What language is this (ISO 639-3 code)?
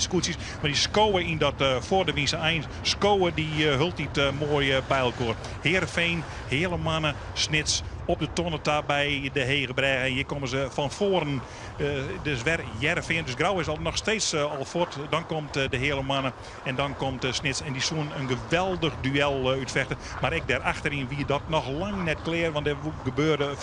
fry